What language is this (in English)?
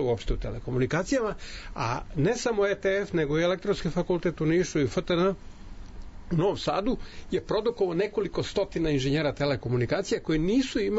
Serbian